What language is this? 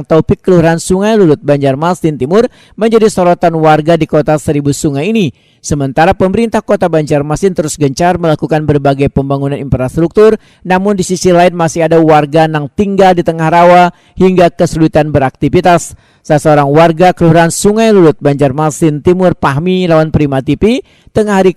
Banjar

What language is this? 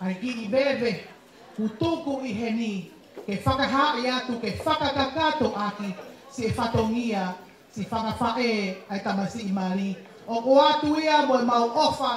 Tongan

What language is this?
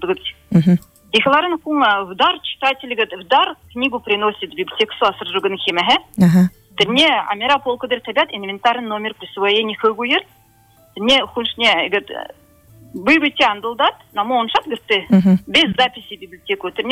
Buriat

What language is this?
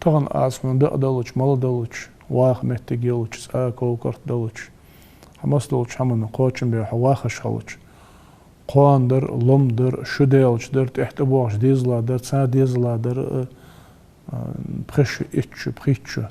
Ingush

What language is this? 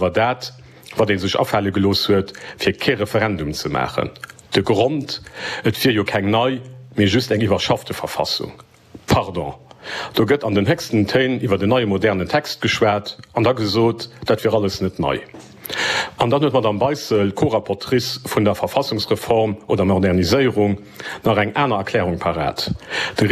Luxembourgish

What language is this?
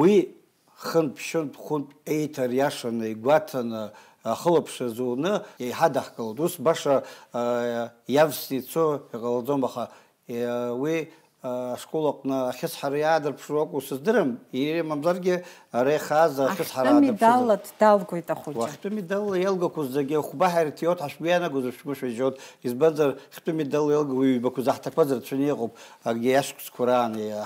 Abkhazian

